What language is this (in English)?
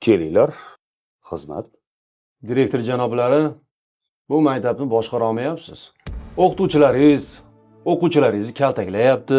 Uzbek